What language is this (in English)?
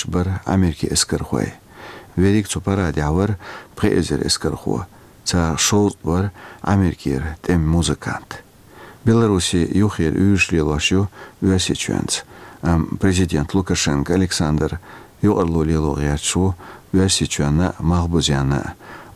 Chechen